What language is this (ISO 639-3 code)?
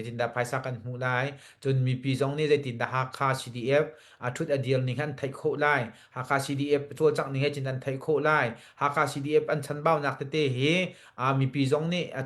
cnh